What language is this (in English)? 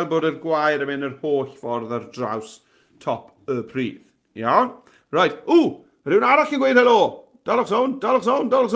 Welsh